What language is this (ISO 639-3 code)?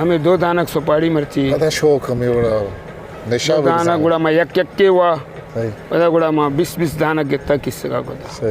bgp